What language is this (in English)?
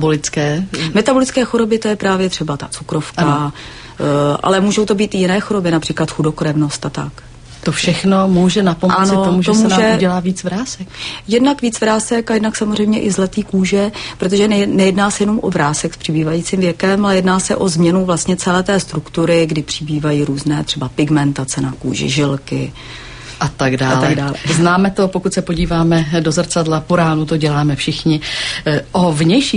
Czech